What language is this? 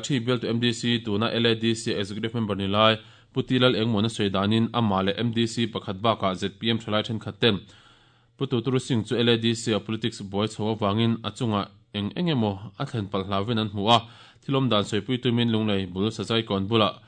Mizo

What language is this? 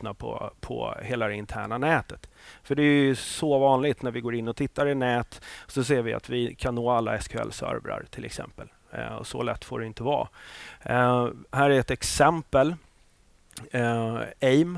Swedish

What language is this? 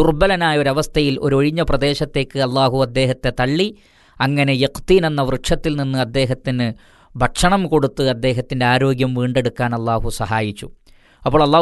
Malayalam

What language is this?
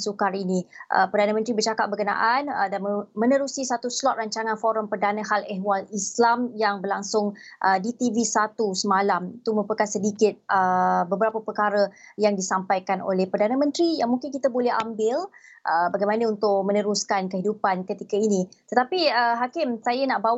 Malay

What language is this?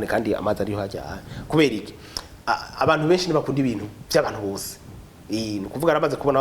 Rundi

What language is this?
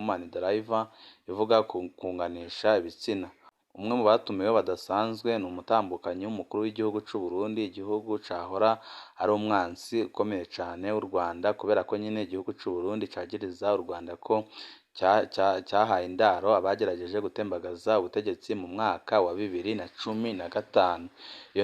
Rundi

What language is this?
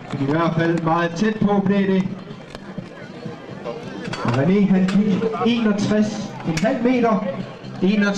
Danish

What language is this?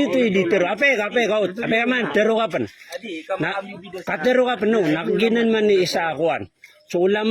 Maranao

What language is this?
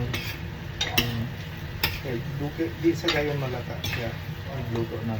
Cebuano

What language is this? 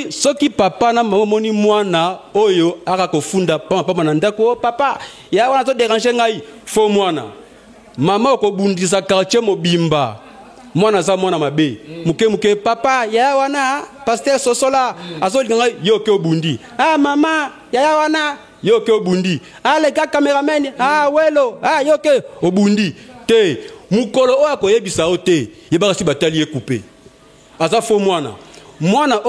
Lingala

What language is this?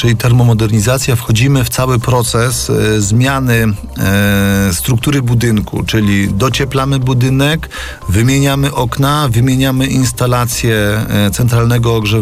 Polish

